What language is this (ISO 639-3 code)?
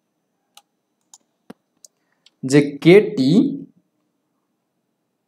ben